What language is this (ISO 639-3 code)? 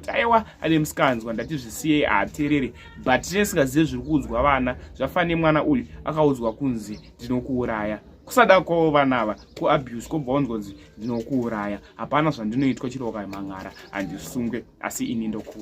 sna